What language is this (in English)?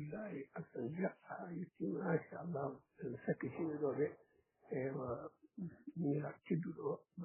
Fula